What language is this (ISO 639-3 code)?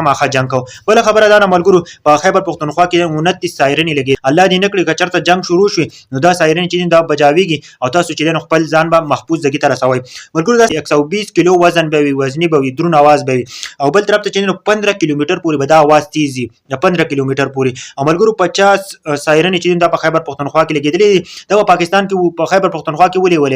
pus